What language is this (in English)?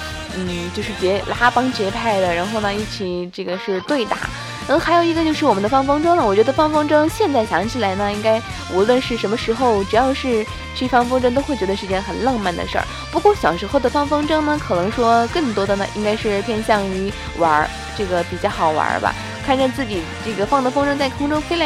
Chinese